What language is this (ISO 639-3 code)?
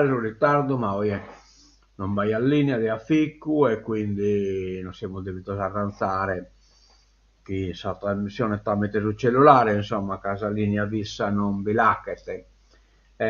srd